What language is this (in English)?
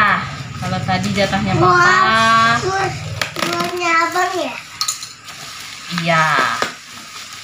Indonesian